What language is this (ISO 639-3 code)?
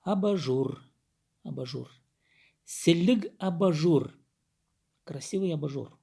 kjh